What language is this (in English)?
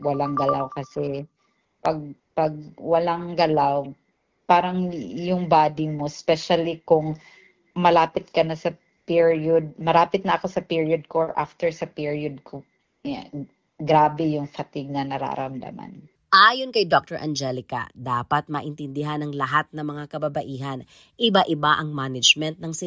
Filipino